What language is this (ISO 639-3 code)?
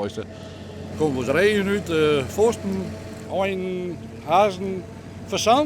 fry